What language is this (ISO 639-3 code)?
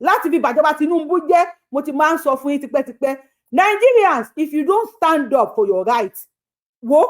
yor